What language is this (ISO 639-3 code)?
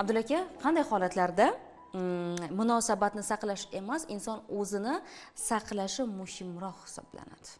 uzb